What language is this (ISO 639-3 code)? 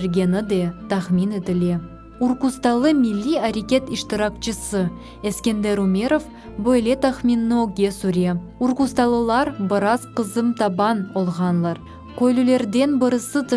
crh